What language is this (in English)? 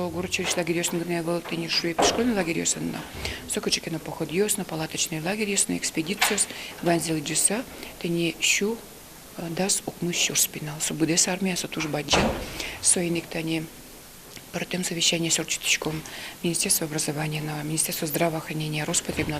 Udmurt